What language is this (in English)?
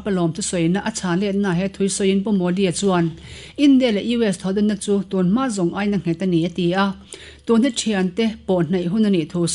Mizo